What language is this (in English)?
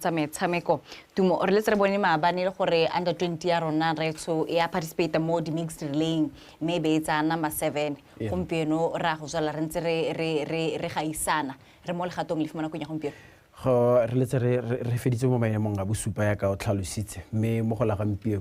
Tswana